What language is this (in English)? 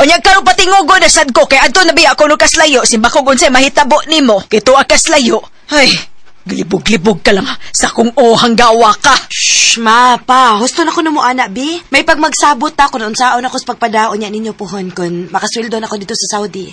Cebuano